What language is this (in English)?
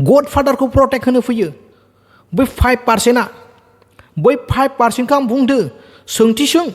Bodo